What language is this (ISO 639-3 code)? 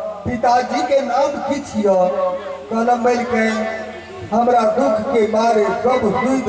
mai